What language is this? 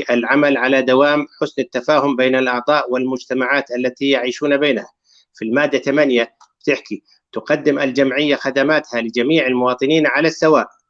North Levantine Arabic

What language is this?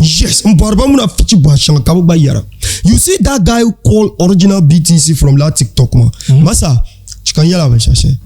Dagbani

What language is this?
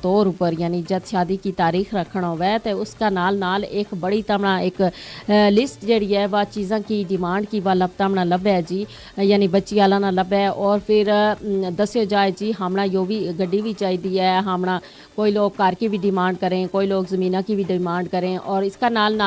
Gujari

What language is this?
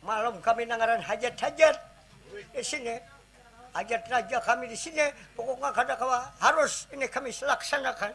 Banjar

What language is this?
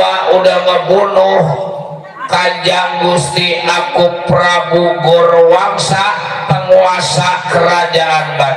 Betawi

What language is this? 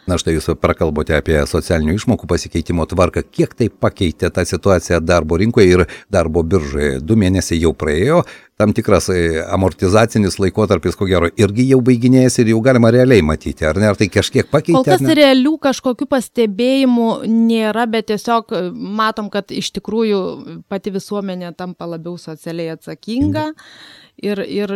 Lithuanian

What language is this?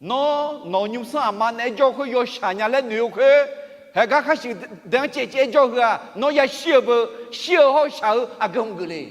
Akha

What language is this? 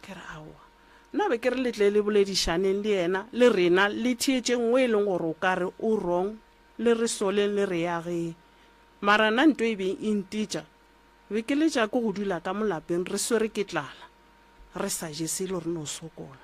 Northern Sotho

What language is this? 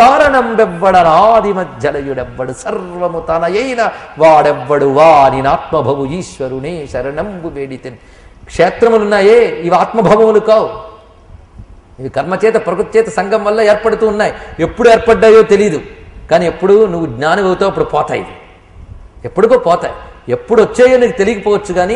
Telugu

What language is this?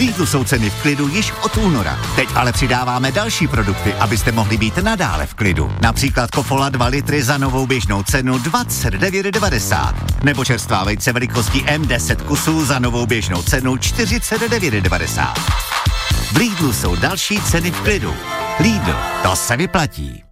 Czech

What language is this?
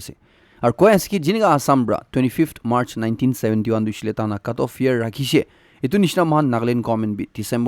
Naga Pidgin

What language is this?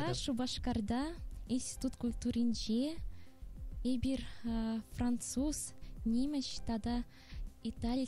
Chuvash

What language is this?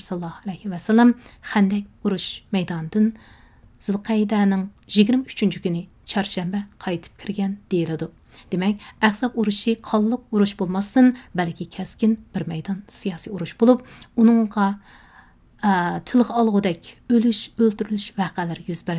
Uyghur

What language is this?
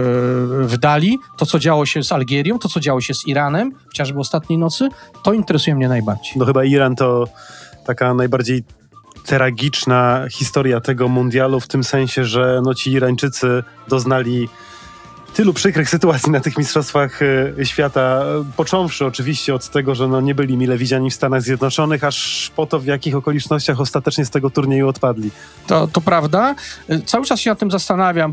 Polish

